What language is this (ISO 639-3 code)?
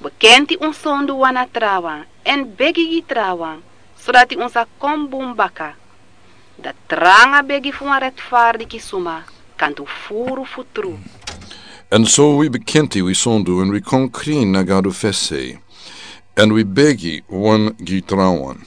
srn